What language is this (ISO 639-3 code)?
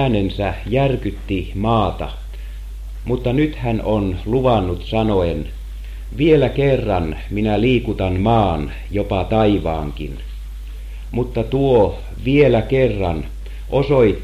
fin